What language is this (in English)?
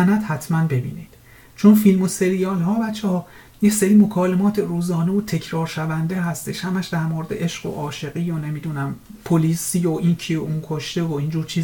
Persian